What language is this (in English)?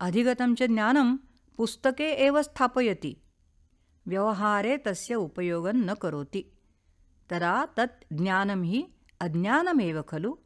Sanskrit